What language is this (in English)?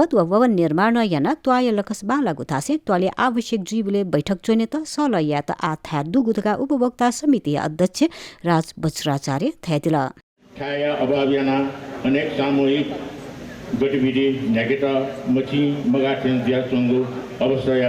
Newari